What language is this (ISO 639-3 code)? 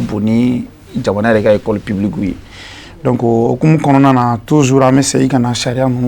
bam